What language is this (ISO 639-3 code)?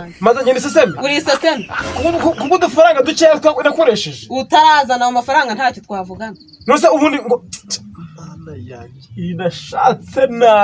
kin